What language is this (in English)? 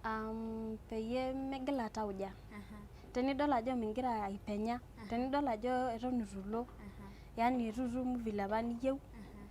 Masai